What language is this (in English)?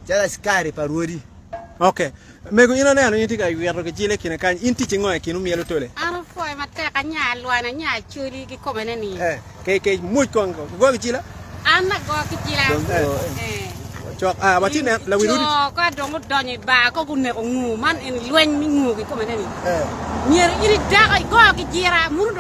Acoli